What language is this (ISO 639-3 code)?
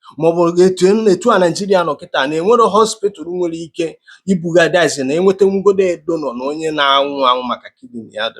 ibo